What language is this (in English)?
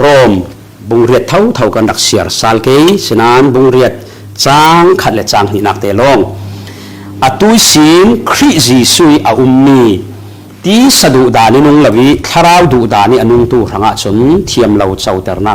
Falam Chin